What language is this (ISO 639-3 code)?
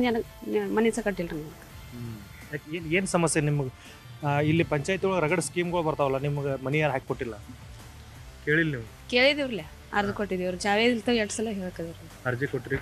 kan